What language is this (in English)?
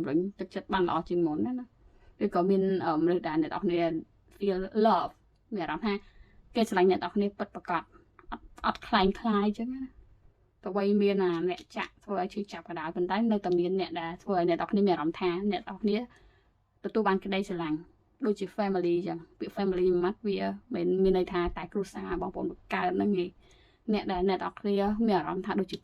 Khmer